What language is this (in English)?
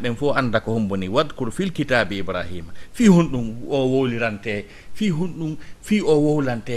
Fula